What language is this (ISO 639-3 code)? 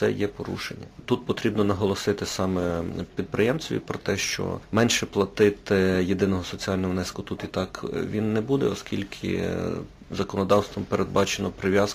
ukr